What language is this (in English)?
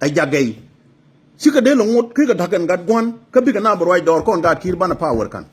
Nuer